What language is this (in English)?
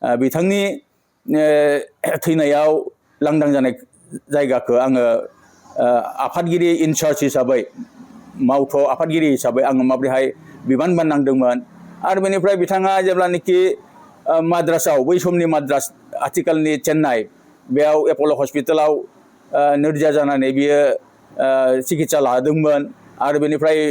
Bodo